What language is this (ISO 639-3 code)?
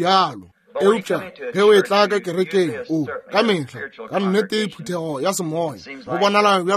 nso